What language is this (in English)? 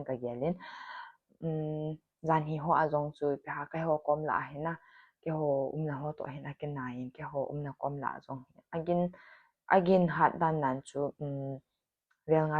Thado Chin